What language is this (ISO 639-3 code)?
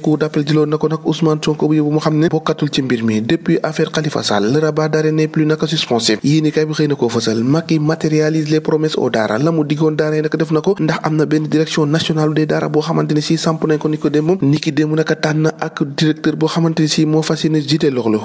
wol